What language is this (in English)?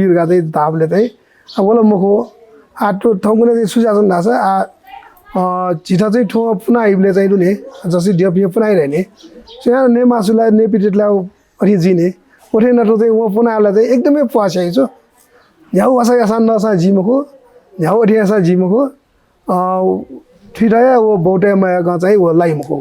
Newari